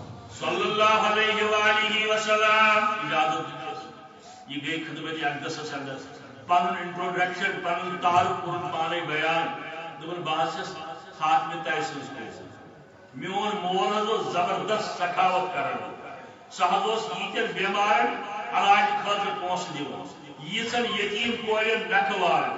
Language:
Kashmiri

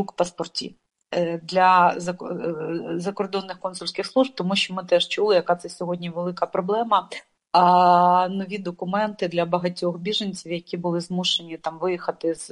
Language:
Ukrainian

